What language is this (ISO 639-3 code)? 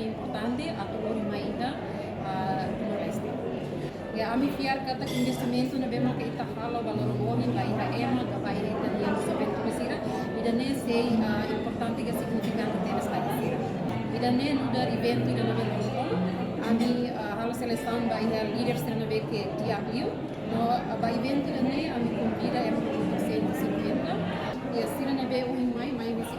tet